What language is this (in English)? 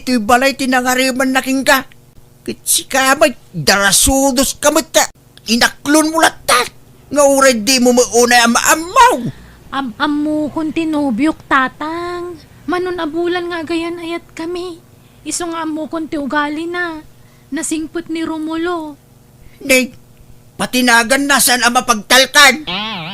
Iloko